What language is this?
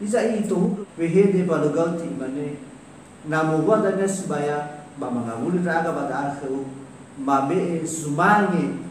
Nias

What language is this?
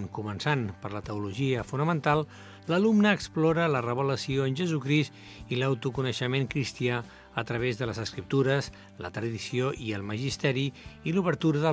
Catalan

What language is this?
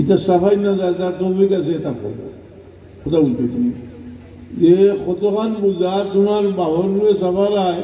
Sylheti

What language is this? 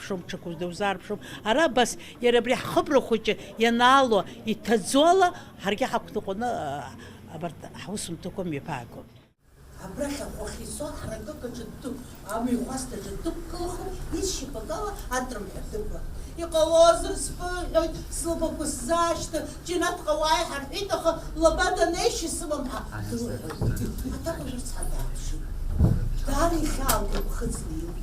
Abkhazian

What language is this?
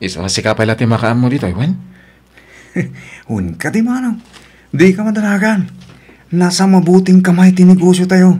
Iloko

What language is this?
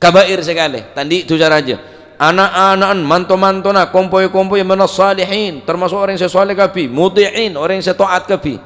Madurese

